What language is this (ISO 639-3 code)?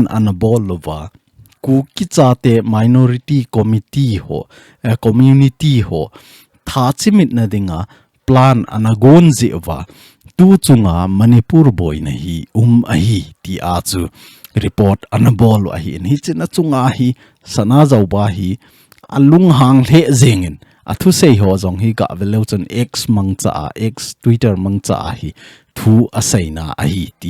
tcz